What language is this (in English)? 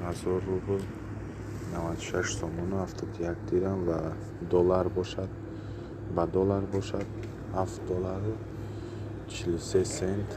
Tajik